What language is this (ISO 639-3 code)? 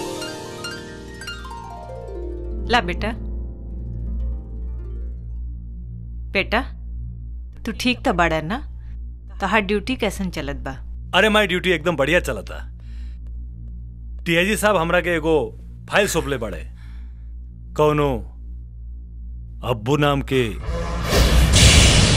bho